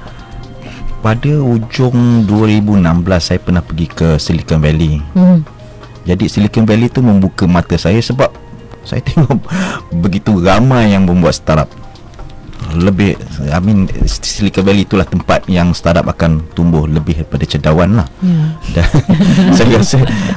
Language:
Malay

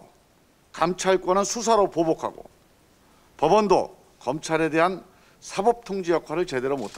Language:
Korean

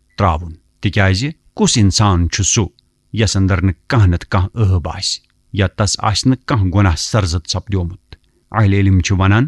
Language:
Kashmiri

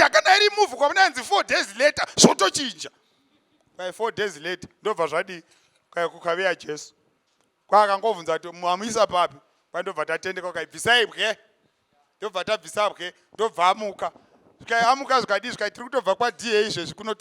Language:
Shona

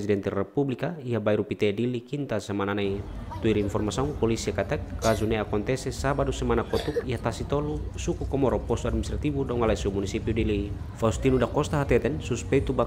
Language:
Tetum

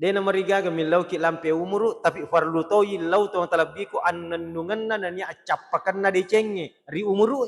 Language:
Buginese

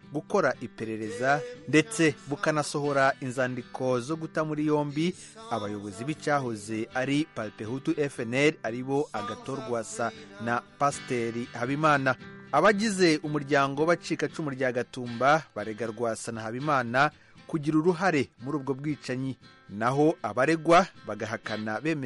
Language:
Kinyarwanda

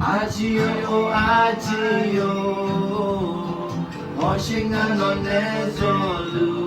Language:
Akha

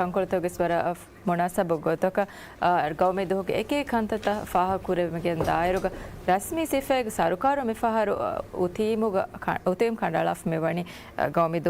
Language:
Divehi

